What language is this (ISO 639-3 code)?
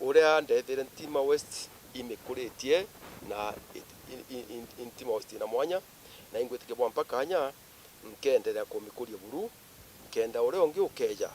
mer